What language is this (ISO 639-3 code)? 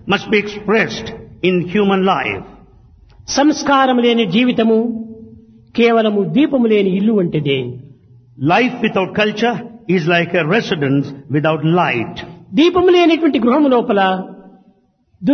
tel